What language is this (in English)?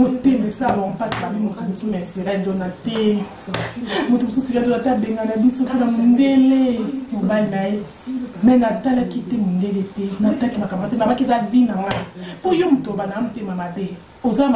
Lingala